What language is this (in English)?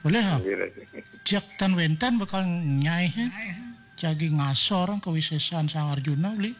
Balinese